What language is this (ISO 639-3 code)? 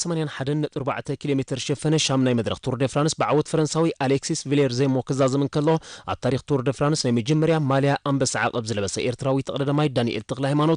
tir